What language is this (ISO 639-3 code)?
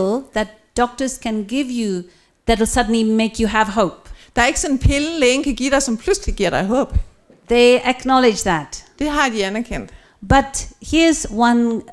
dan